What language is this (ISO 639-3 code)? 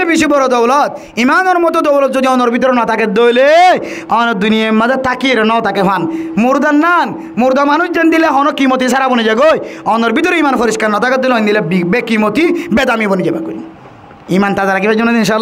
rhg